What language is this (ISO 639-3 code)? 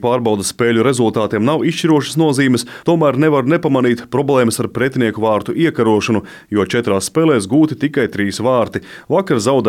lav